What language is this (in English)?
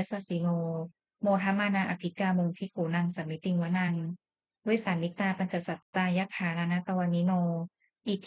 Pali